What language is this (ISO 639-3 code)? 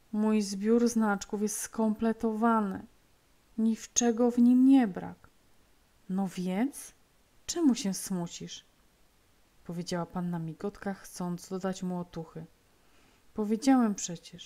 pol